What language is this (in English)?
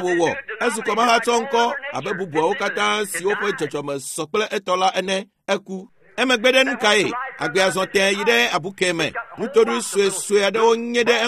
Ewe